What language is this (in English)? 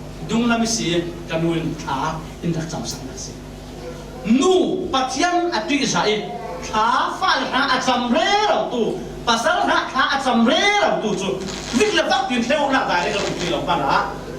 Falam Chin